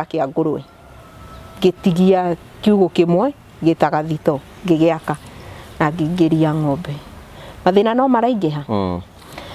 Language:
Kikuyu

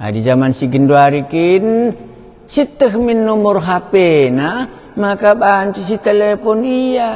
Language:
Batak Karo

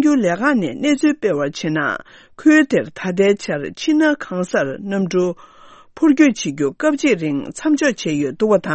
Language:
Tibetan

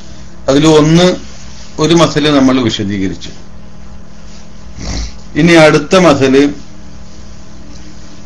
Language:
Malayalam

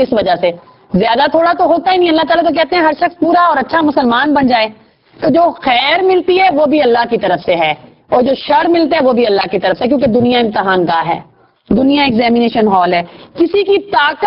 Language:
Urdu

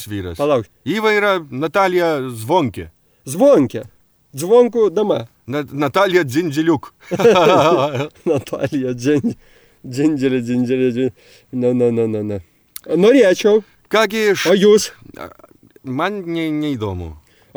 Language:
Lithuanian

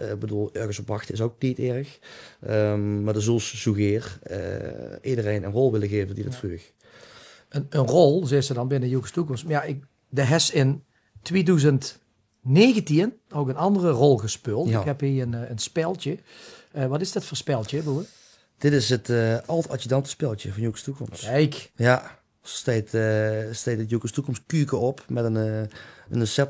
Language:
Limburgish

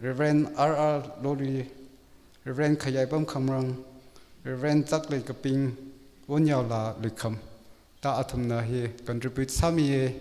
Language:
Tangkhul Naga (India)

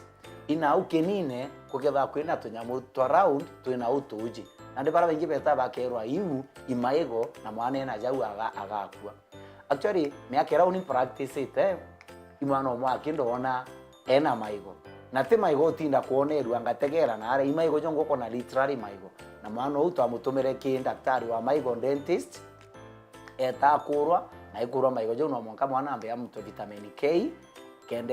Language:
Meru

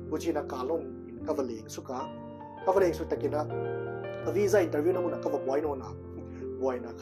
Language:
Paite Chin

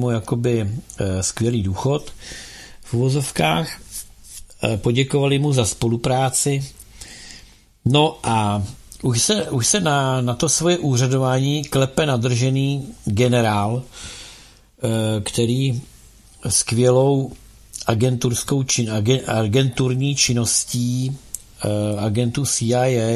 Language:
Czech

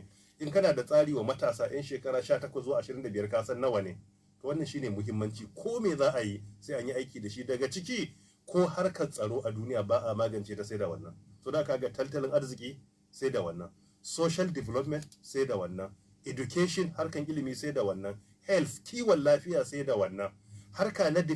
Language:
Hausa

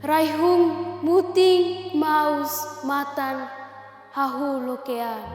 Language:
Tetum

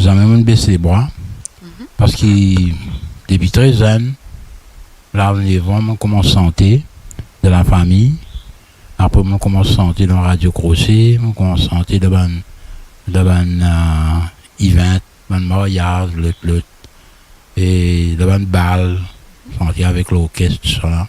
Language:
Morisyen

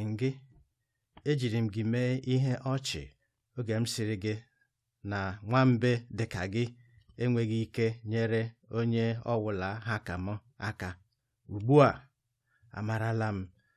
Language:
Igbo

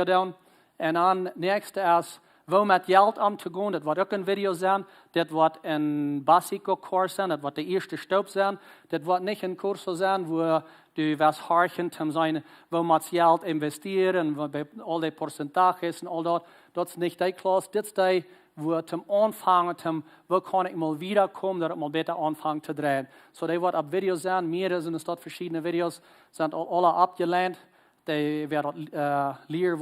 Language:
Plautdietsch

